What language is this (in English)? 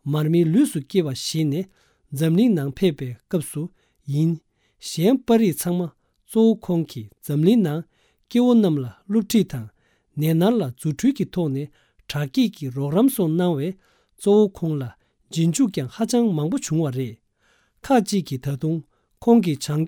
Tibetan